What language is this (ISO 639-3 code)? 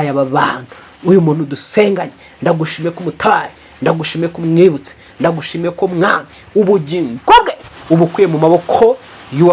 kin